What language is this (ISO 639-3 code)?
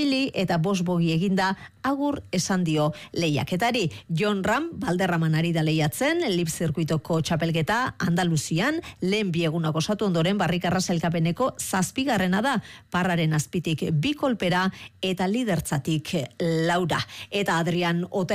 eus